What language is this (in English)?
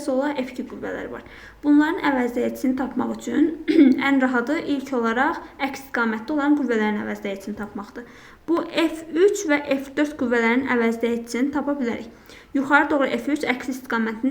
Azerbaijani